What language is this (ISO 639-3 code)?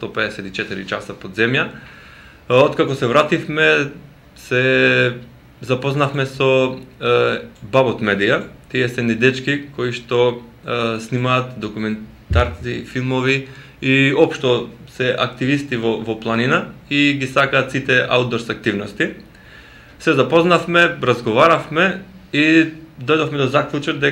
mkd